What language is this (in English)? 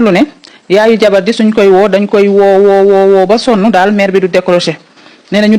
Wolof